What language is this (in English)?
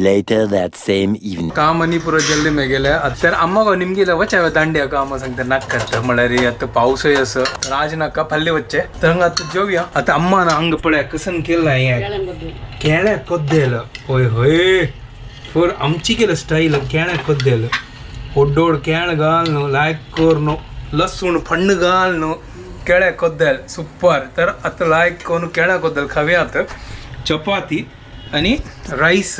Konkani